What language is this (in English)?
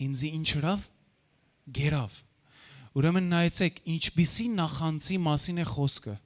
Western Armenian